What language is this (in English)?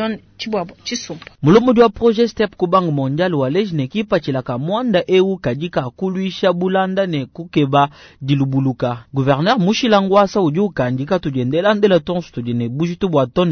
Luba-Lulua